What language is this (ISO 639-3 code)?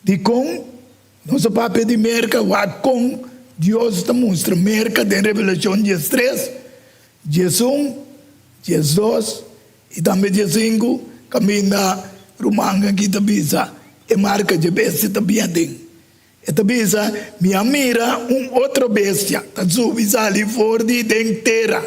pap